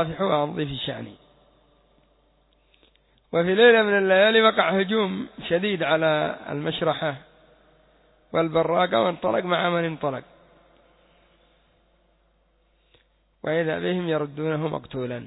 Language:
Arabic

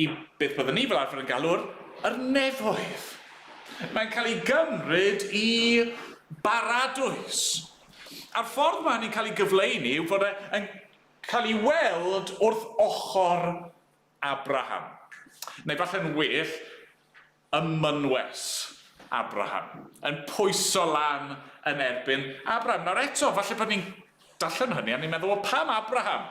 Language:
Welsh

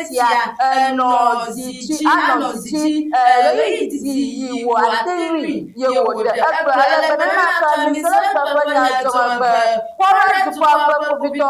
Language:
Ewe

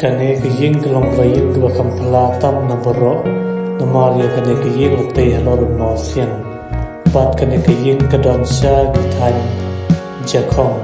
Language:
Khasi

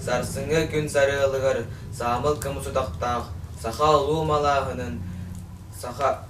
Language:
Yakut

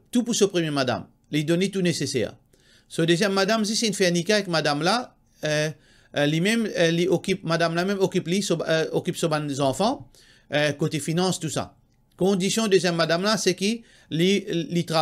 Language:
Morisyen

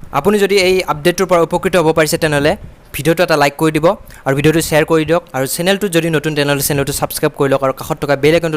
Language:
Assamese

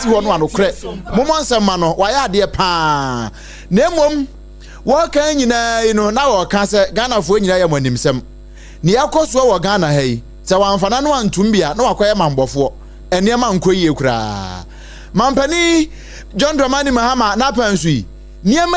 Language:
Akan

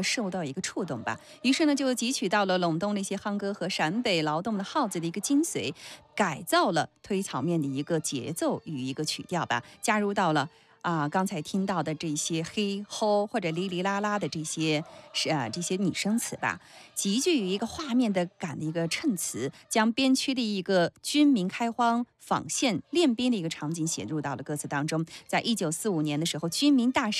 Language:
Chinese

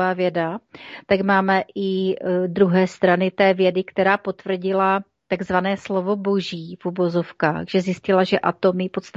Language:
Czech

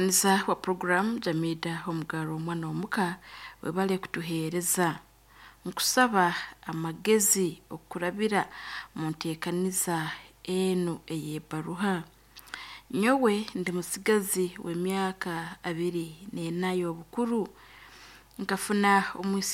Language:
Nyoro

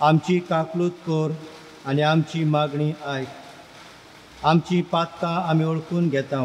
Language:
Konkani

